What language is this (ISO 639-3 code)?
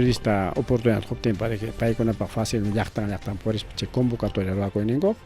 quy